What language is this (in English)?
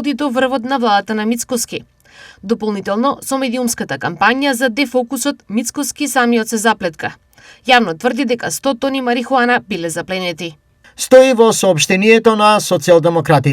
Macedonian